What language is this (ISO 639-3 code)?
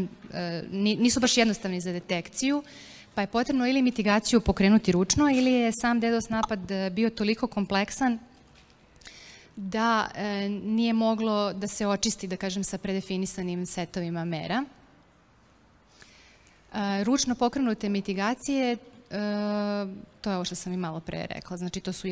srp